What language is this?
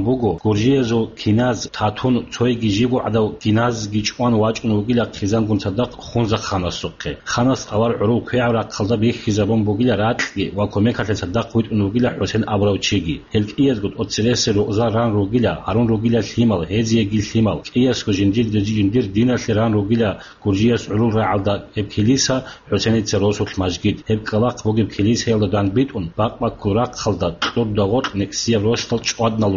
Avaric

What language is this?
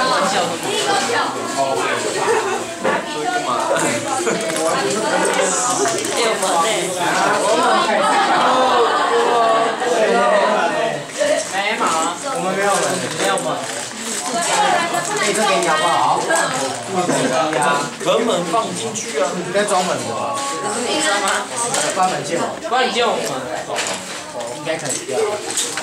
Chinese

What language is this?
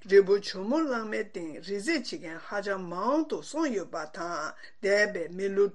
Tibetan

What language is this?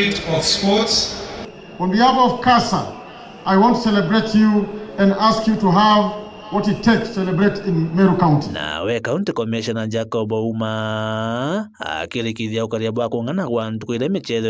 Meru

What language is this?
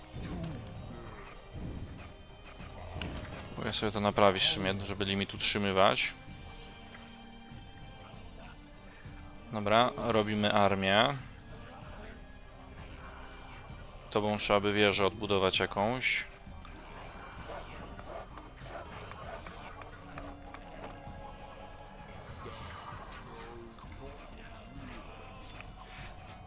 Polish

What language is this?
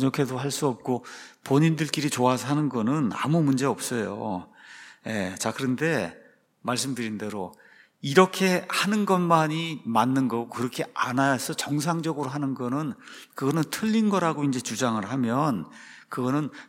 Korean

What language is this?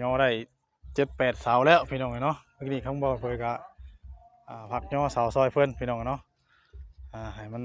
Northeastern Thai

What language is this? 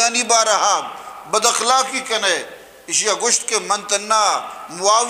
Eastern Balochi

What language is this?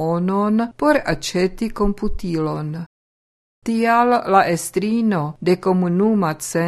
Esperanto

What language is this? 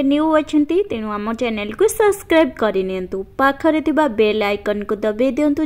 Odia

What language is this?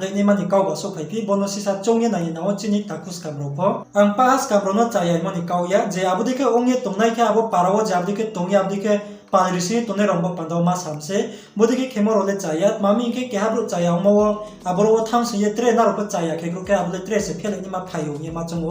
Riang (India)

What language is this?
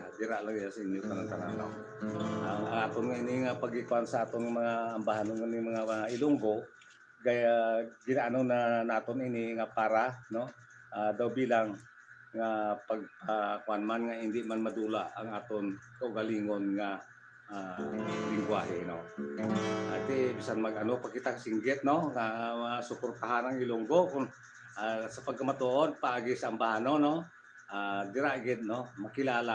Hiligaynon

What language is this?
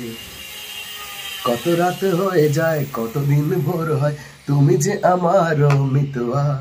Bangla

